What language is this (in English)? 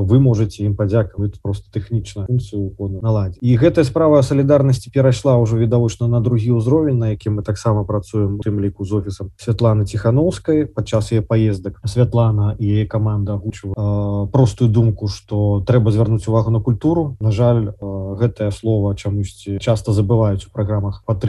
Belarusian